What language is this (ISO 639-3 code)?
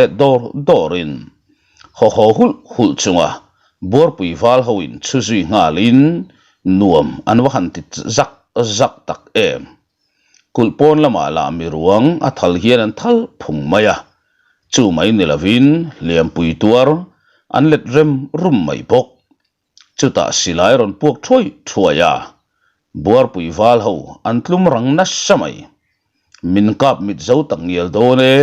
lus